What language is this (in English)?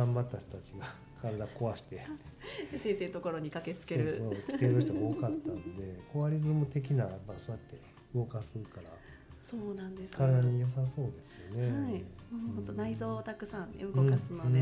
Japanese